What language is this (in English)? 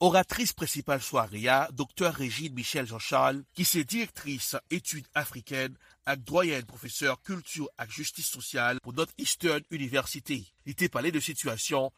Haitian Creole